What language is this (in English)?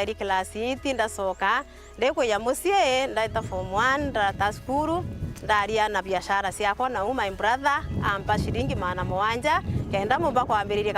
Meru